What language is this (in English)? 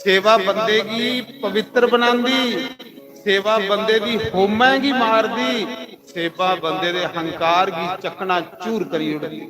Dogri